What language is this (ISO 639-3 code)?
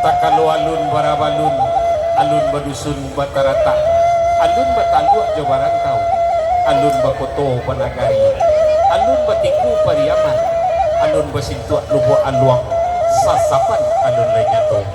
min